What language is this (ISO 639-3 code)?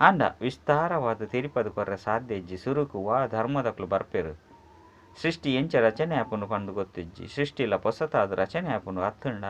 tcy